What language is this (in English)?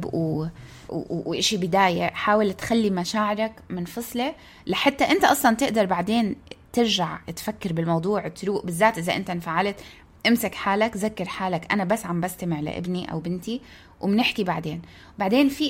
North Levantine Arabic